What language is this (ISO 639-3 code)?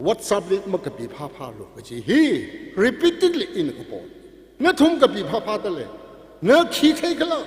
nmf